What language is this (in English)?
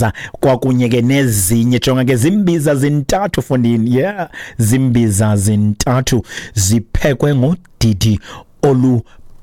Xhosa